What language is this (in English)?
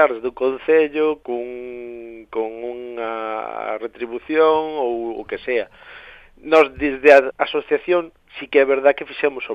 Galician